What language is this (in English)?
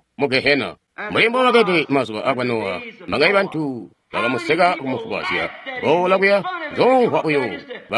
Tonga (Zambia)